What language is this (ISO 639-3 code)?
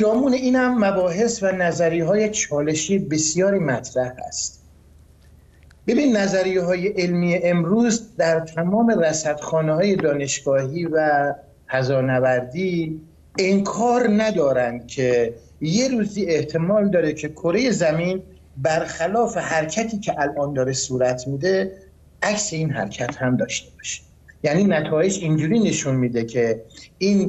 fas